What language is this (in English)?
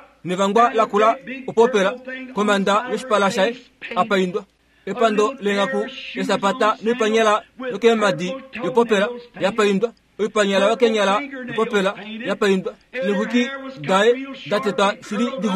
Kuanyama